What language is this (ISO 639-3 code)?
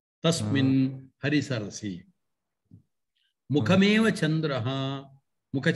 san